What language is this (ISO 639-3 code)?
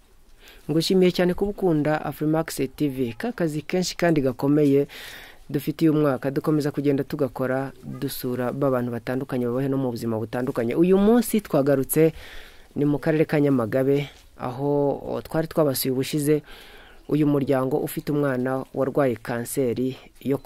kin